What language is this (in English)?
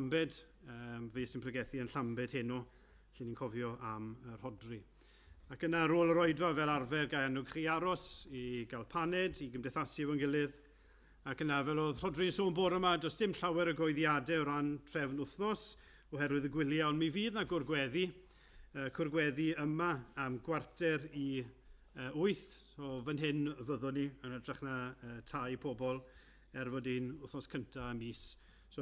Welsh